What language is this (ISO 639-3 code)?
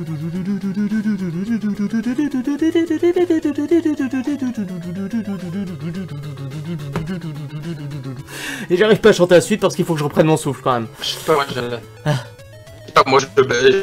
fra